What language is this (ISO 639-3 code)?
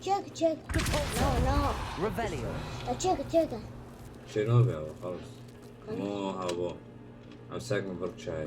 kur